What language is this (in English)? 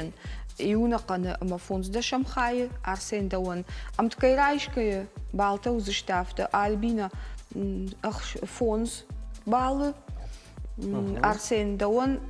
Ossetic